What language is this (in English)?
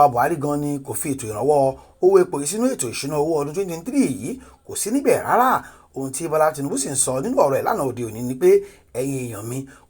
Yoruba